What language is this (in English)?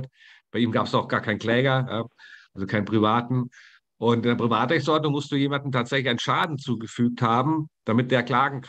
German